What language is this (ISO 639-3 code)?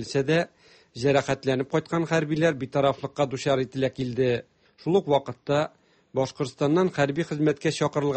tat